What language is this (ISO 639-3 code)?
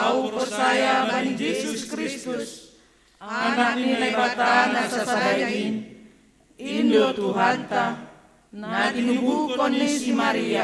bts